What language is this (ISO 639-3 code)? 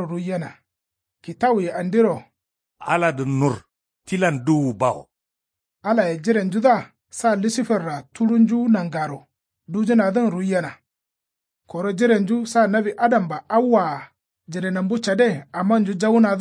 kau